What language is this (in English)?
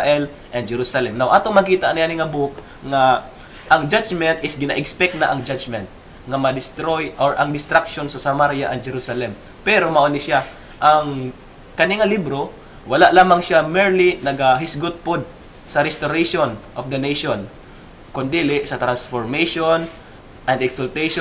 Cebuano